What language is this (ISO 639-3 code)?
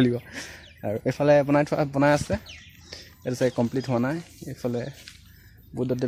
asm